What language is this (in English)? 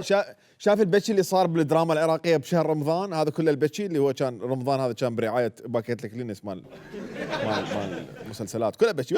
Mesopotamian Arabic